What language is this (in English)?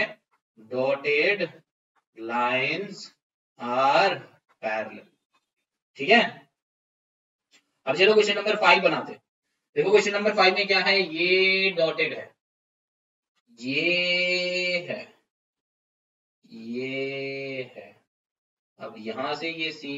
Hindi